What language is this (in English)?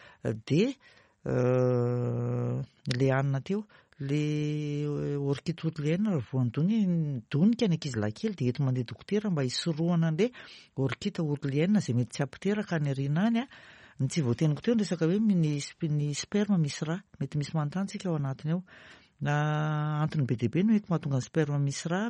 Malagasy